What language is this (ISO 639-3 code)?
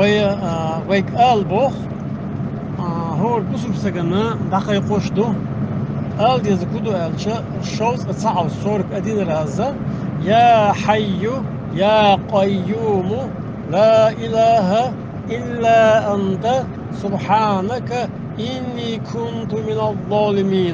che